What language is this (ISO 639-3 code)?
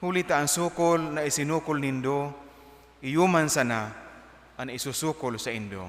bik